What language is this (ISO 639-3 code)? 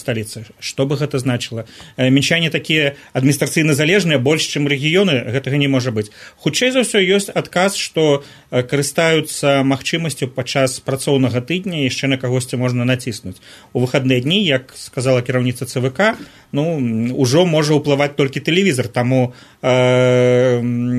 bel